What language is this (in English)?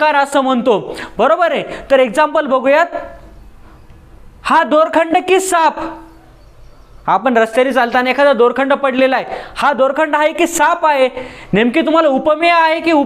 Marathi